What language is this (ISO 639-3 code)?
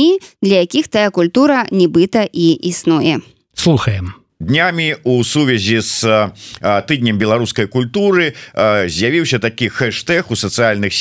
bel